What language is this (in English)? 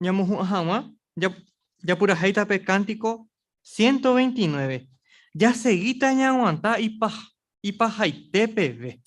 Guarani